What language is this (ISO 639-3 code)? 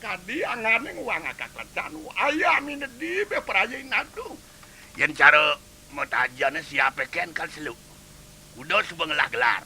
ban